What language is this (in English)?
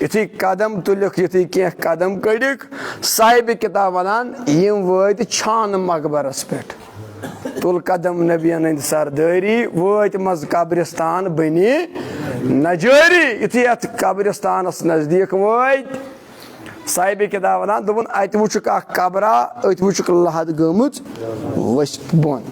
Kashmiri